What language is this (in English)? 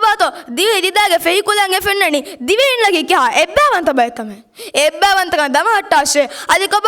Divehi